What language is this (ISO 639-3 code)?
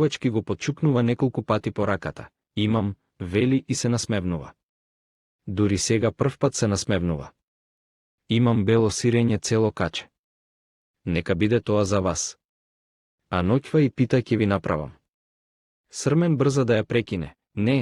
mkd